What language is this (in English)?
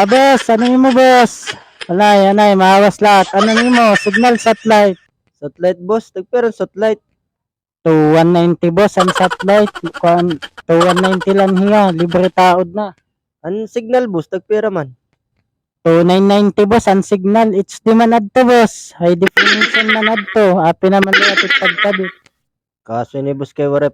Waray